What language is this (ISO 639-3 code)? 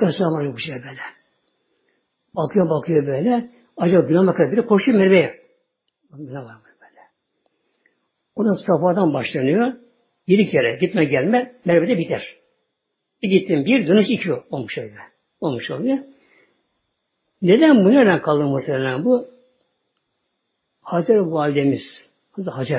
tur